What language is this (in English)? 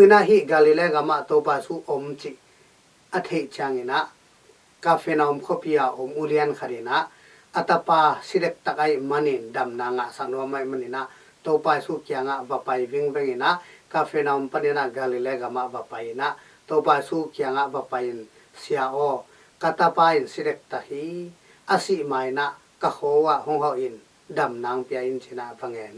Tedim Chin